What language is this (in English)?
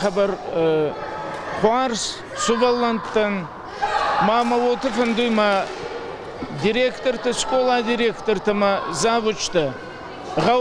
Ossetic